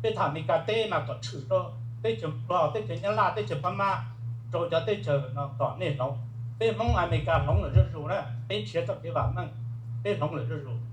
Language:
Hmong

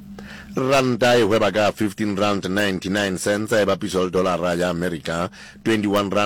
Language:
Southern Sotho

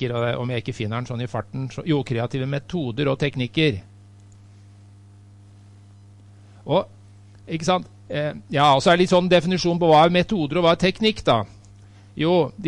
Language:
Norwegian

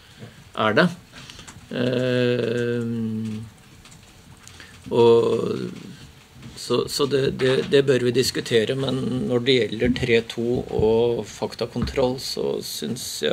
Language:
Norwegian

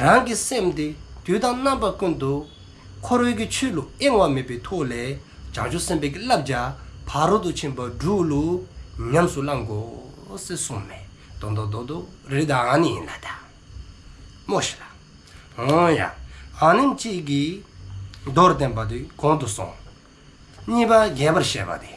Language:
Dzongkha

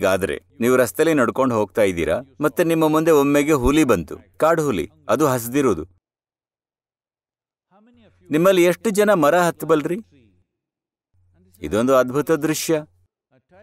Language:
Kannada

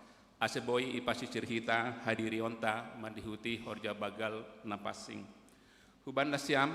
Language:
Batak Simalungun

